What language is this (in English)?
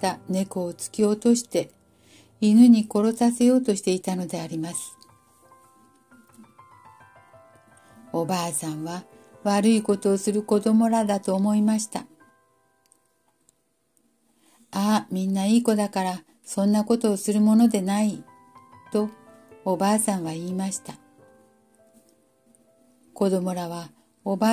Japanese